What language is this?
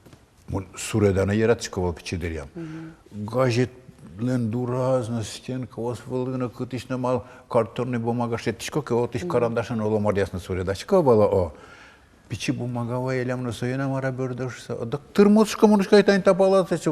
Udmurt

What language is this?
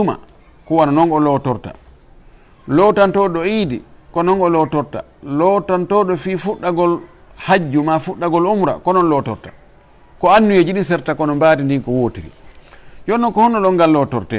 Fula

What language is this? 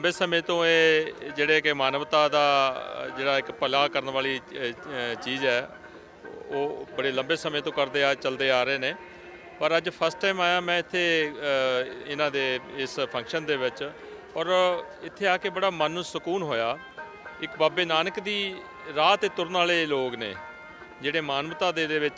Punjabi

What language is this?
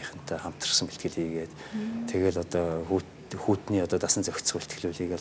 Mongolian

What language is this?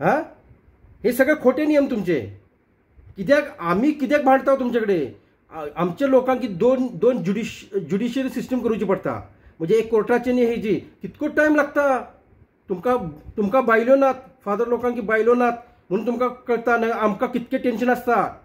Konkani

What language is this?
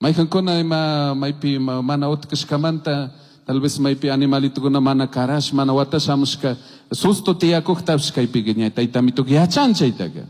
Chimborazo Highland Quichua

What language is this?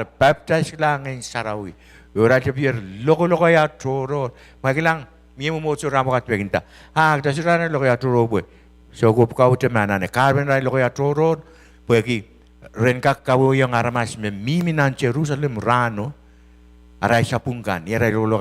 Pohnpeian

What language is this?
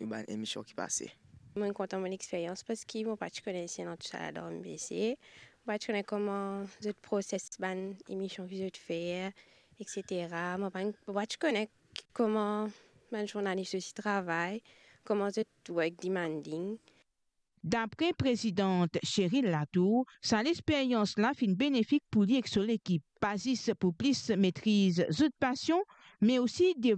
Morisyen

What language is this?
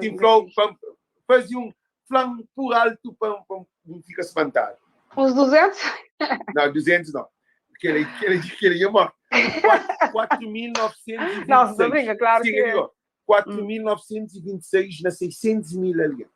Kabuverdianu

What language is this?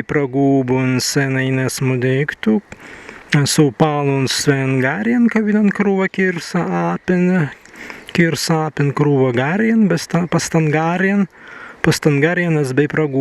Prussian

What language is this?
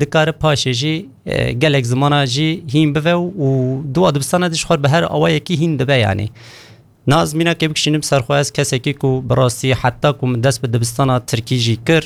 Kurdish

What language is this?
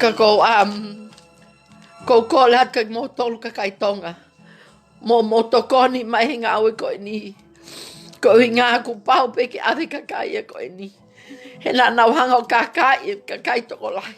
Tongan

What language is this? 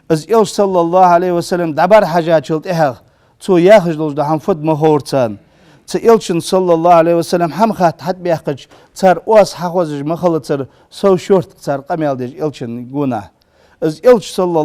Ingush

